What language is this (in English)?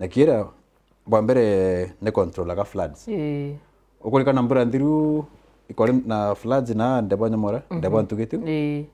Meru